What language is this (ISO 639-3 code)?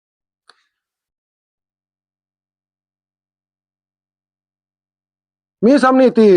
tts